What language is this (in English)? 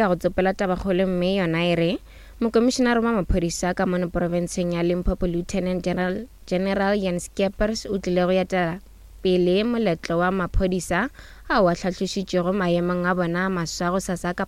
Northern Sotho